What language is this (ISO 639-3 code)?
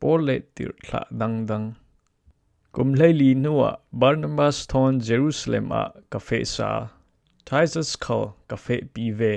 cfm